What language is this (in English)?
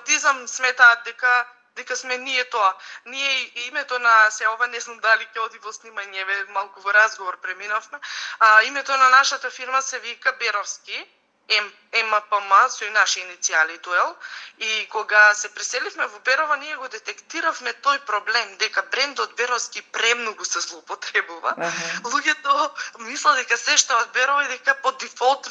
Macedonian